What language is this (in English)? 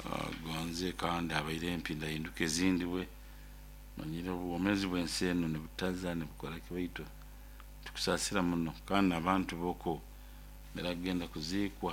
Nyoro